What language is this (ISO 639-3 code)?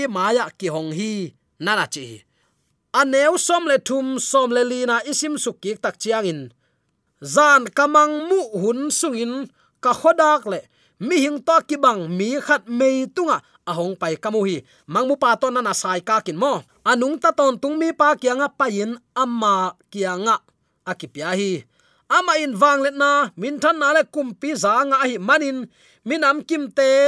ctd